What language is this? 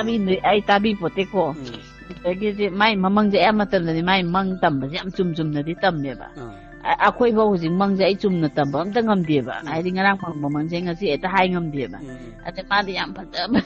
Manipuri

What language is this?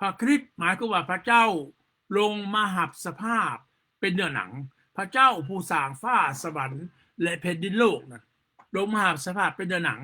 Lao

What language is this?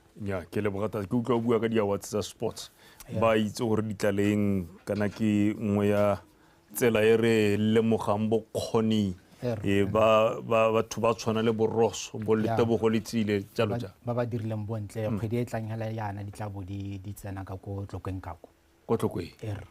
Tswana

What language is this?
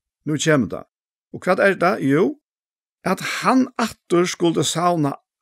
Faroese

